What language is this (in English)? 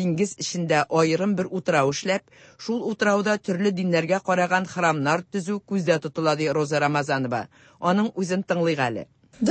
Tatar